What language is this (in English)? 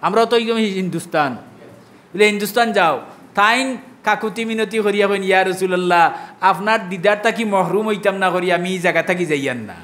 Sylheti